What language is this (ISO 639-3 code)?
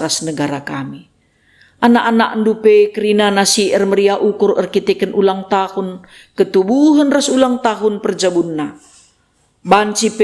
btx